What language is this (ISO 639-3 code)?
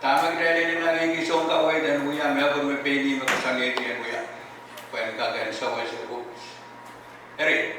pon